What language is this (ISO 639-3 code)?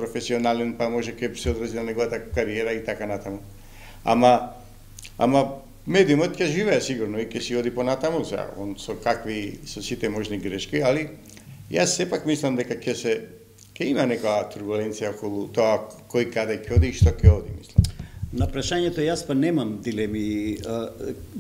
mkd